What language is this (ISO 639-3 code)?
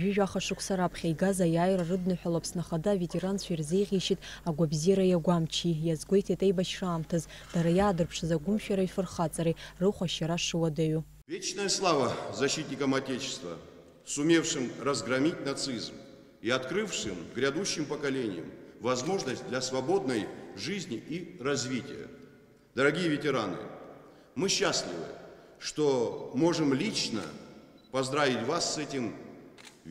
abk